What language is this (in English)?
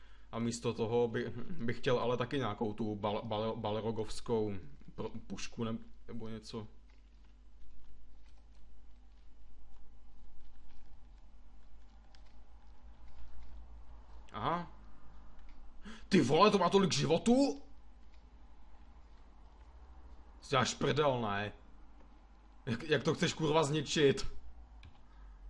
Czech